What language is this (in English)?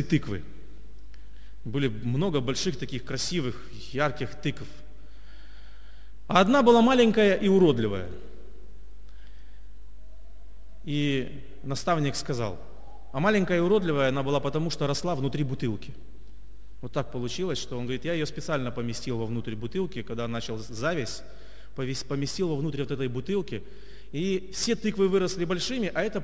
Russian